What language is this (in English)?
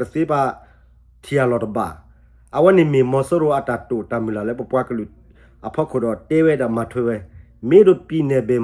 S'gaw Karen